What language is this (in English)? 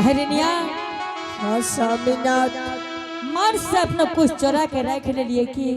Angika